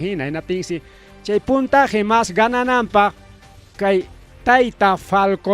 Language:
Ayacucho Quechua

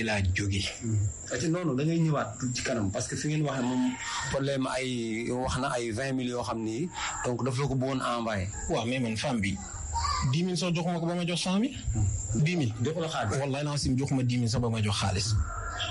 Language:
Wolof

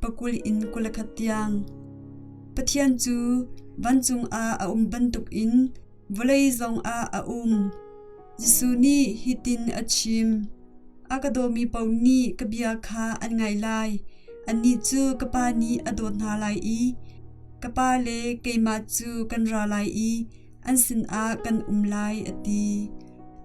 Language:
Hakha Chin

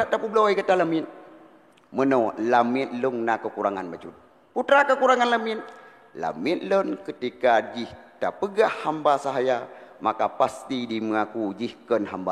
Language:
Achinese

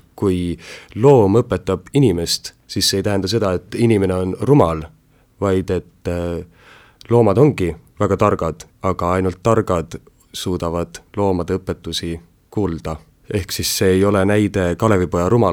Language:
Estonian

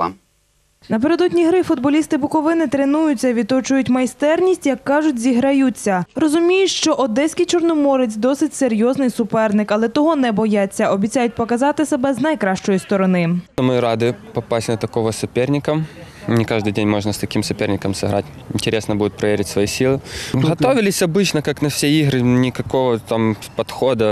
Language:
Ukrainian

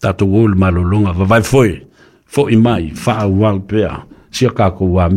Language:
Samoan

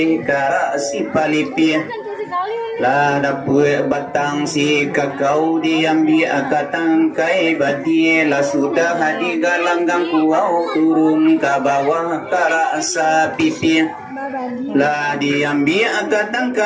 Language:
Minangkabau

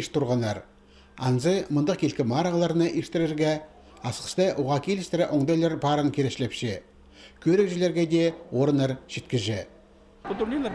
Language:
Khakas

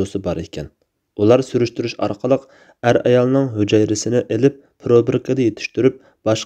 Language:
Uyghur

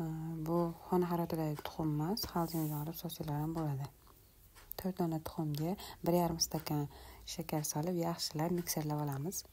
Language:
Uzbek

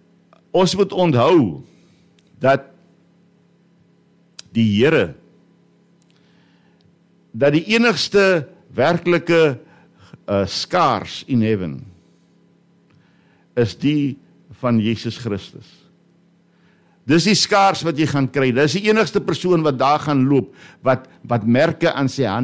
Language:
Afrikaans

